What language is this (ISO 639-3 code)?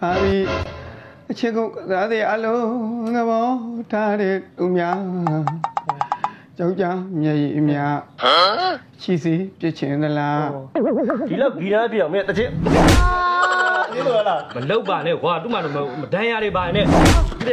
mya